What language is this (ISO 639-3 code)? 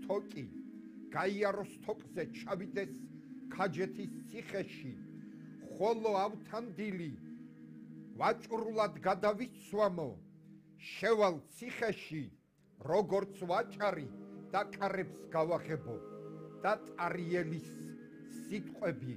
kat